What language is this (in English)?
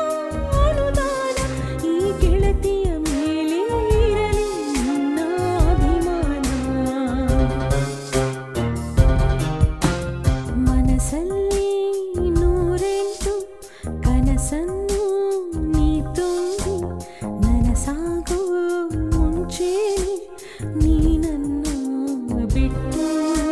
Kannada